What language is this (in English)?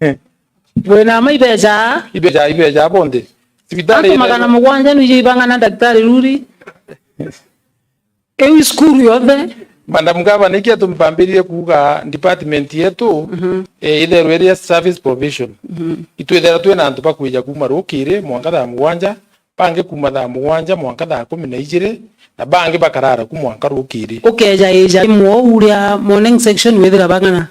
Meru